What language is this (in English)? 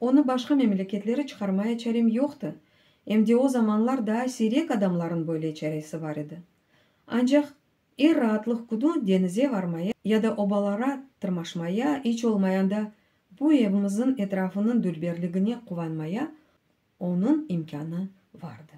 Crimean Tatar